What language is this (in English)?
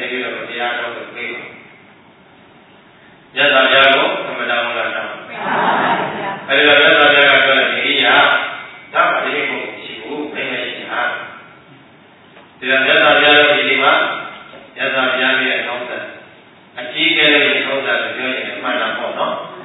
Burmese